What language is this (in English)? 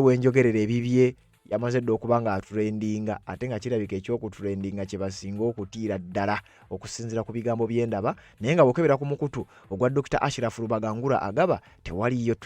Ganda